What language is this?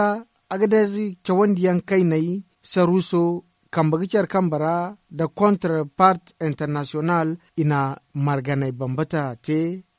Zarma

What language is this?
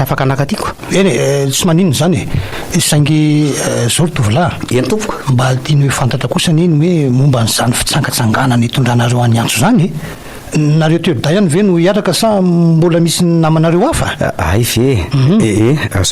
Malagasy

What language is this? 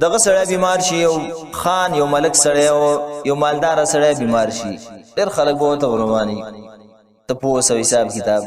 Pashto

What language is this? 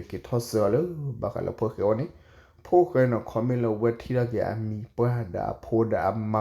S'gaw Karen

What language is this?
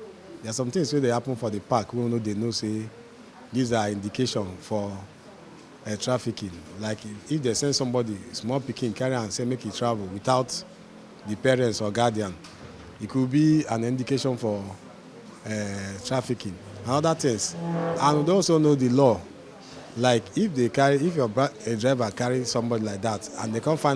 Nigerian Pidgin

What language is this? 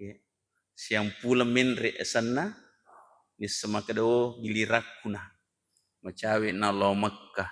Buginese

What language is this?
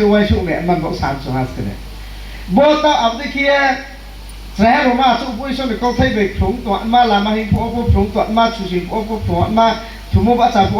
Riang (India)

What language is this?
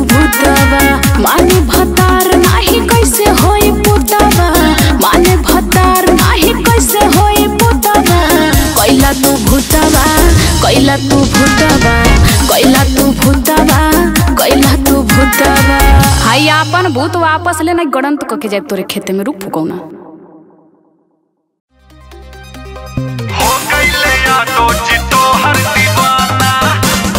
Bhojpuri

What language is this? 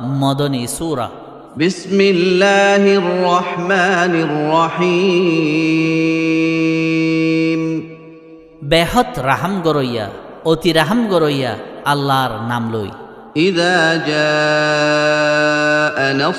Rohingya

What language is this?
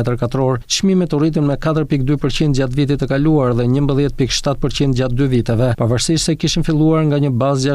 Albanian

